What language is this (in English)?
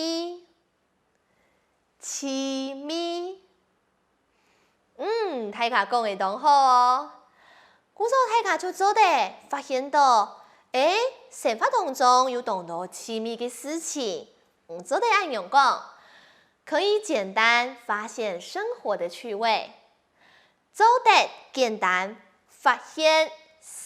Hakka Chinese